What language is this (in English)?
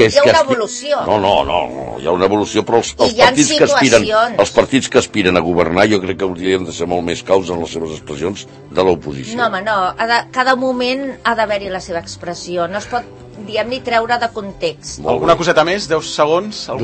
Catalan